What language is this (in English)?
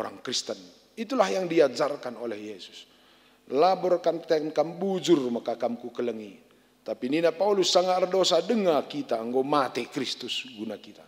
Batak Karo